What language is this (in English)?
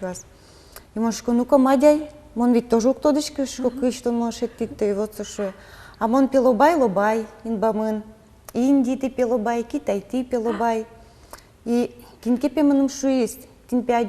Udmurt